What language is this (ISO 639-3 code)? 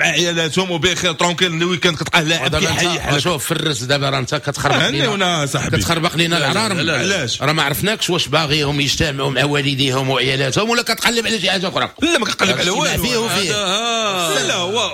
ary